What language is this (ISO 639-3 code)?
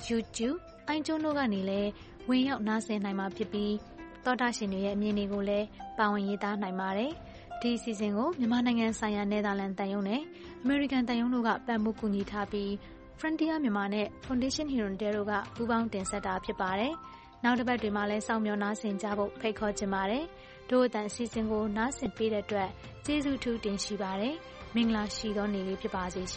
mya